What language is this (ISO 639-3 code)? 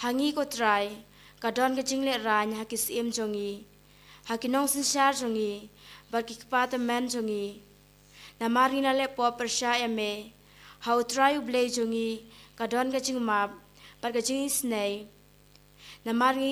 kha